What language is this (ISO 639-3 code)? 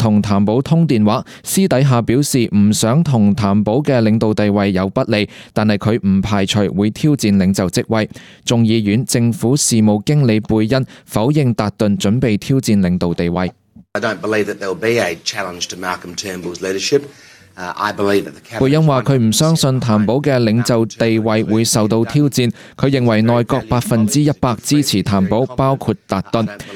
yue